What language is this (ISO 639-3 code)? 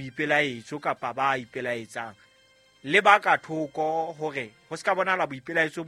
sot